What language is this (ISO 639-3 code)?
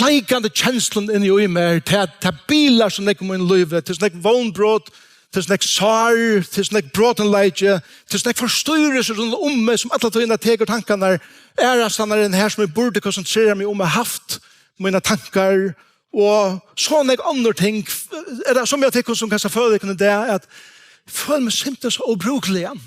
fao